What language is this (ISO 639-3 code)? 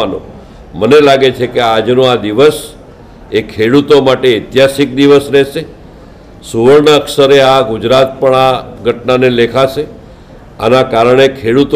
guj